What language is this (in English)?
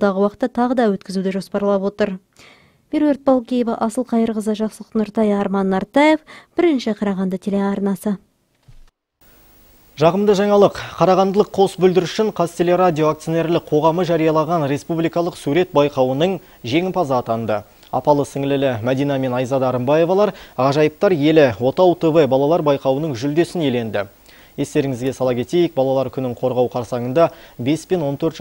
Kazakh